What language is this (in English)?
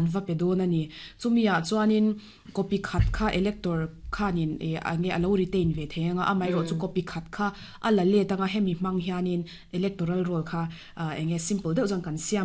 Mizo